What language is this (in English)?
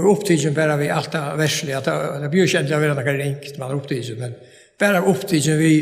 Faroese